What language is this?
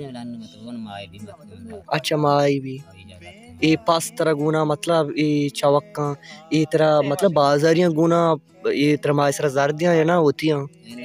Baluchi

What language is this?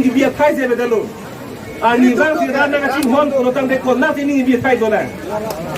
Karbi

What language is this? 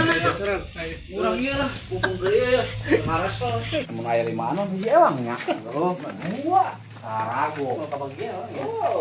Sundanese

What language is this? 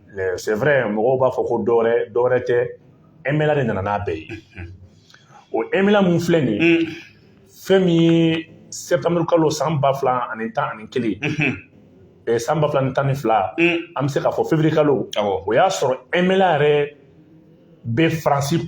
Bambara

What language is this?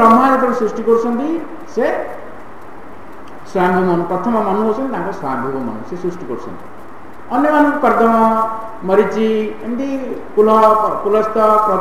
Odia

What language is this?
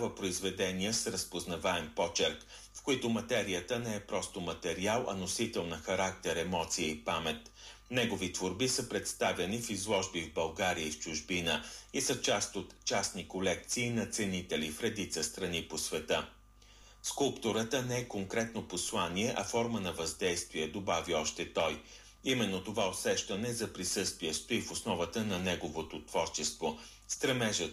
Bulgarian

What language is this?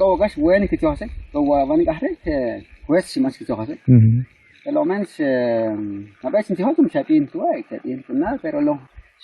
Kʼicheʼ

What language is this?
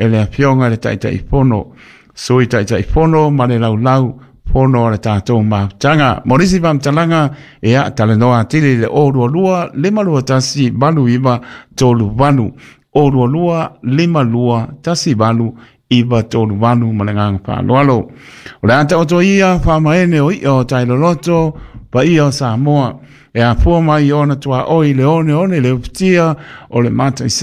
Samoan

